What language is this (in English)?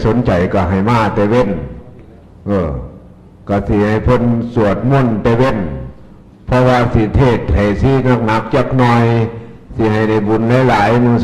Northeastern Thai